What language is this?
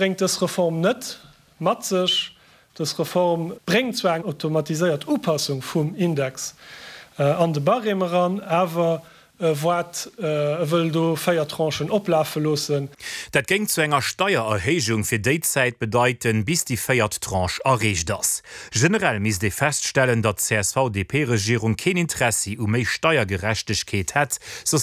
Luxembourgish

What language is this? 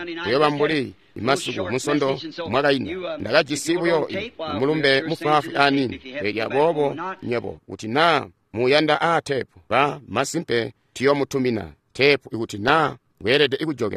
Tonga (Zambia)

